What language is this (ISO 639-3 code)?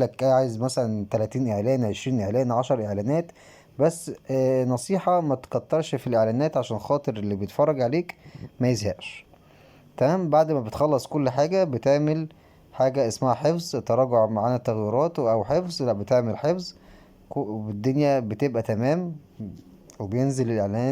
arz